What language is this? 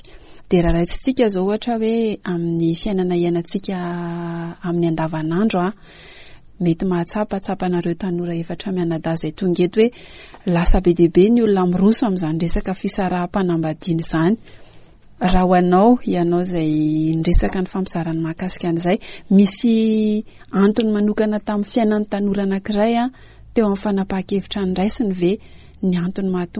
Malagasy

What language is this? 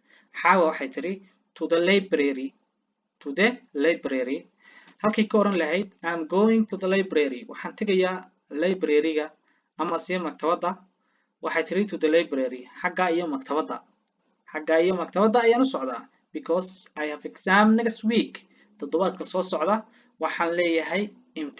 Somali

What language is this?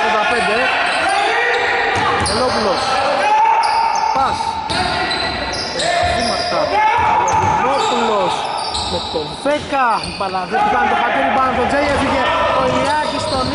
Greek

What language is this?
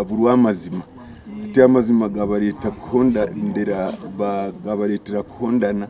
Nyankole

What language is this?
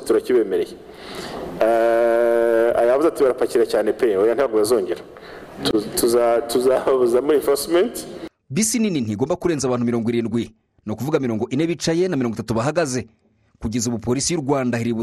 Kinyarwanda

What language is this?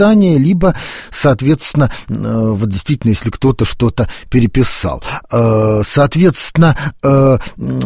Russian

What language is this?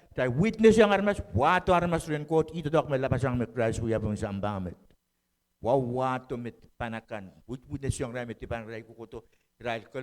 Pohnpeian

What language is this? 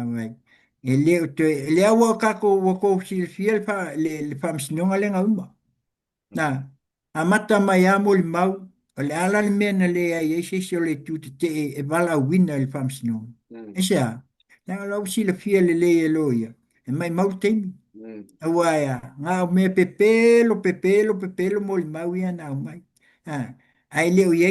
Samoan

